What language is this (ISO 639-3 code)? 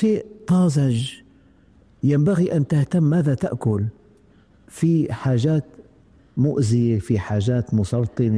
afb